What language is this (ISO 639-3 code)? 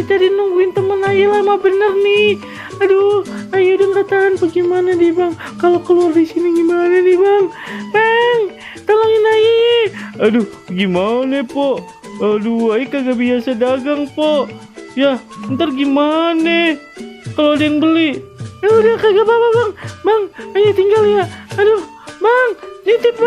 bew